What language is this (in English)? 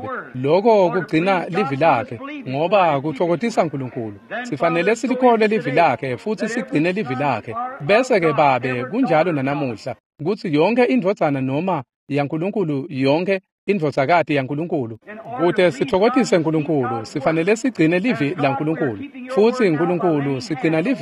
Swati